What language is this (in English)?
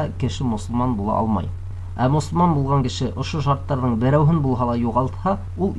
Bashkir